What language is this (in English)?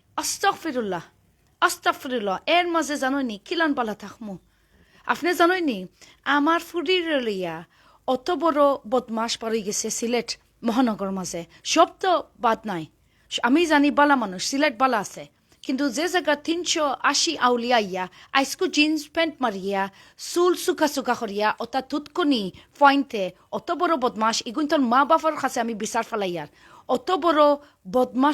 Sylheti